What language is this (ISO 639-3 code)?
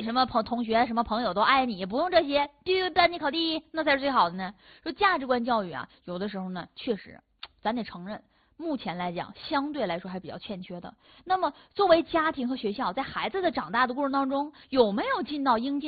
zho